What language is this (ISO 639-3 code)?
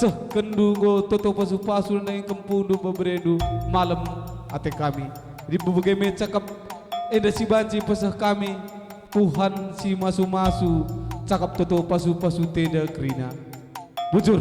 btx